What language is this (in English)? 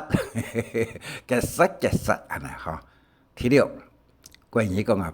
Hakka Chinese